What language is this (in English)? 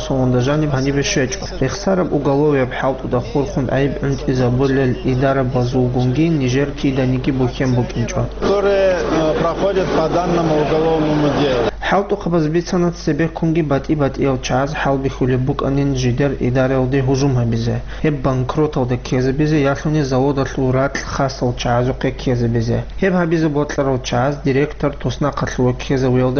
Avaric